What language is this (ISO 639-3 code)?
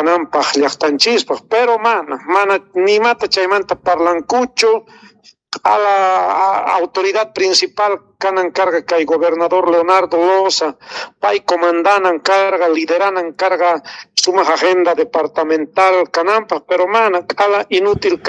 que